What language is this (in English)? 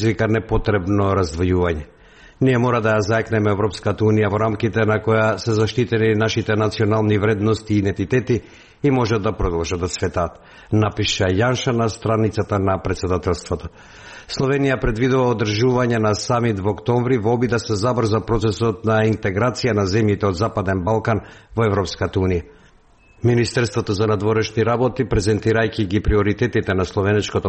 Macedonian